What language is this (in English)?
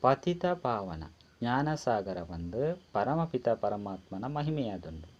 Tulu